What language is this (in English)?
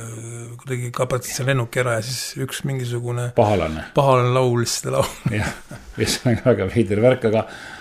Estonian